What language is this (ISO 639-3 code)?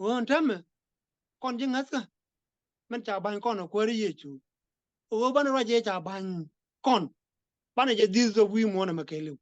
nus